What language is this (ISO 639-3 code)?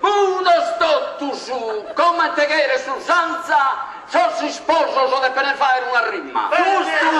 srd